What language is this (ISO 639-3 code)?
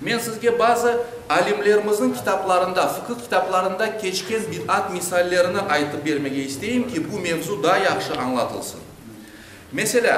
crh